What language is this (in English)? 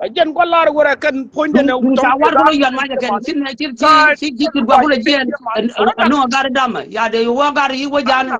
Nuer